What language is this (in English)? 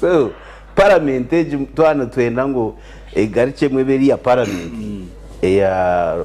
Nyankole